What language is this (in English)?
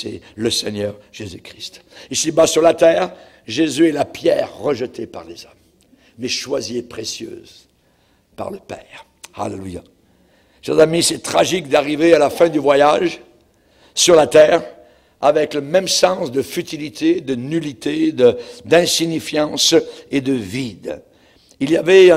French